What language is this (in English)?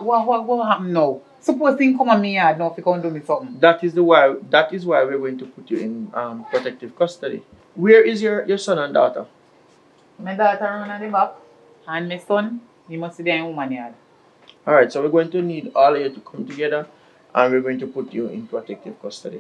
Jamaican Creole English